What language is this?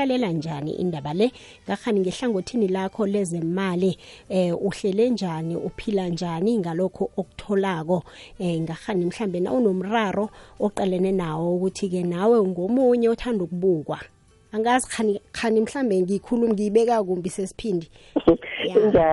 South Ndebele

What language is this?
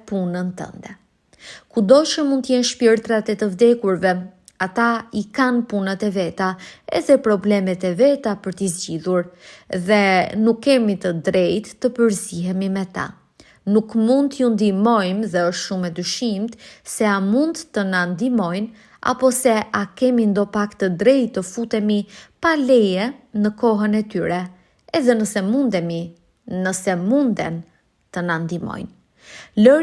Albanian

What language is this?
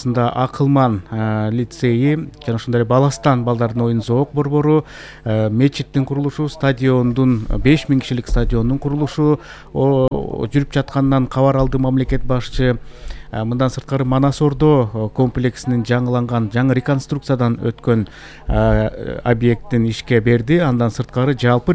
Kyrgyz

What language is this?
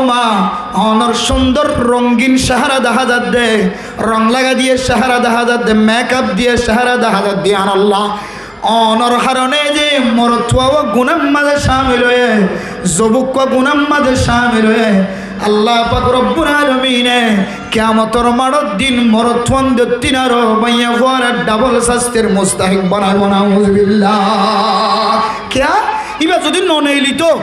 Rohingya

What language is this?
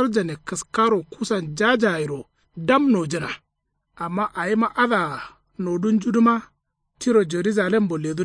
Kanuri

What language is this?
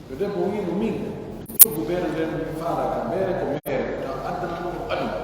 Pular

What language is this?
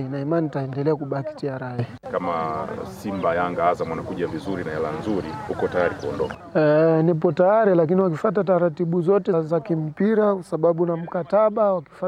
Swahili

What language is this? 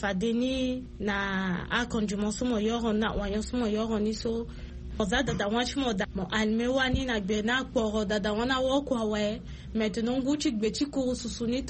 Sango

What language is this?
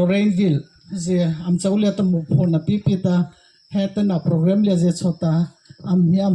Mara Chin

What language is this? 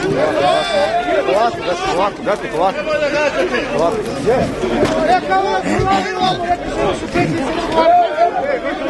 Croatian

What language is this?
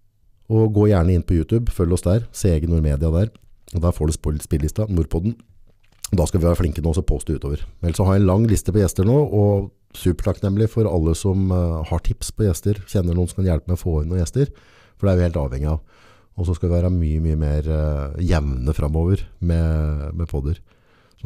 Norwegian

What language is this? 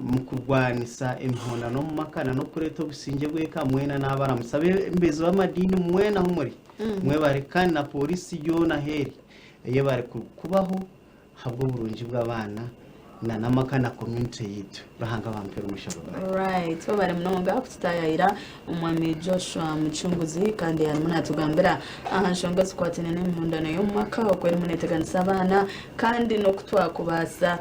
Nyankole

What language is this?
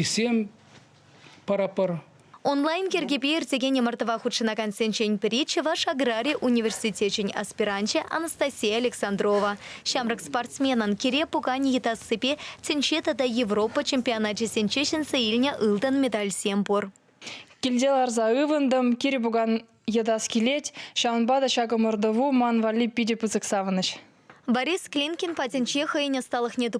Chuvash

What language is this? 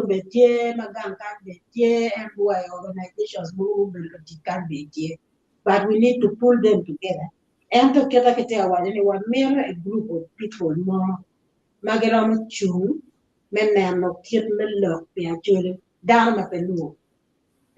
Acoli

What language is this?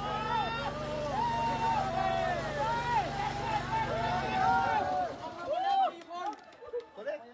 Lao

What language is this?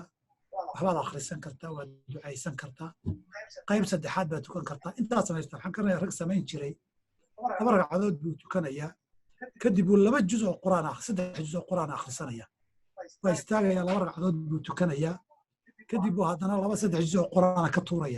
Somali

